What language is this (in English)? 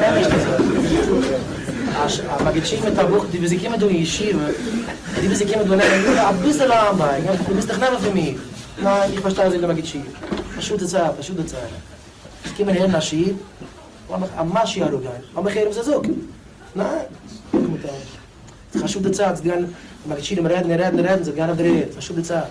Yiddish